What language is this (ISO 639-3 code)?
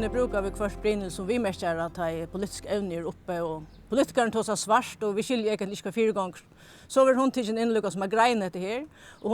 fao